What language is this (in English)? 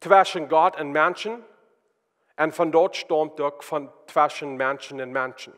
Plautdietsch